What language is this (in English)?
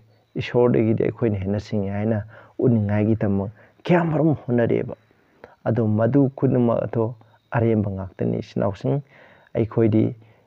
Manipuri